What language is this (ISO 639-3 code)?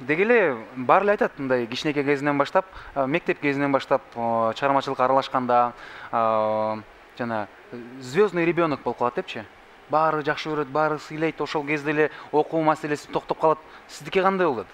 kir